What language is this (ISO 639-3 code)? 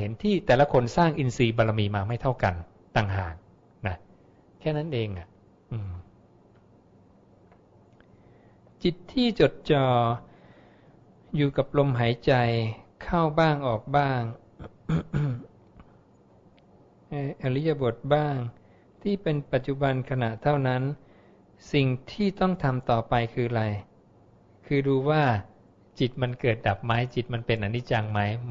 tha